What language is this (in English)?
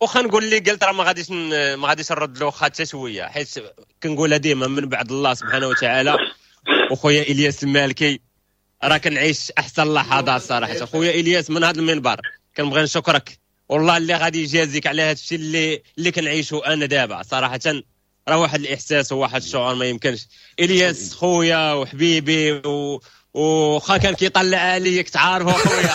Moroccan Arabic